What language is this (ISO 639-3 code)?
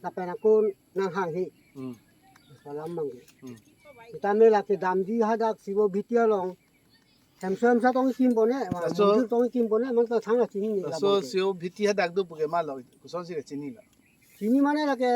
mjw